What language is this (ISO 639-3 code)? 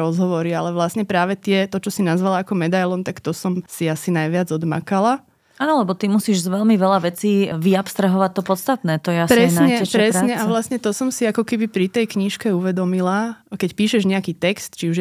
slk